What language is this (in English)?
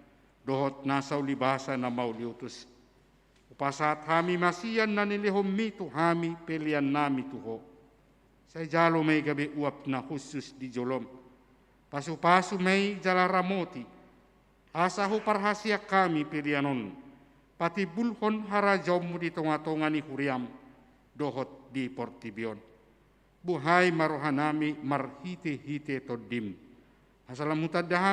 Batak Toba